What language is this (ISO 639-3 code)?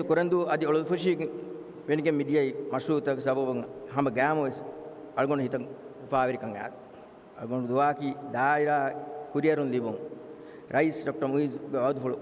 div